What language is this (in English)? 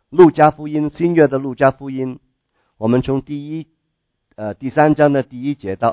Chinese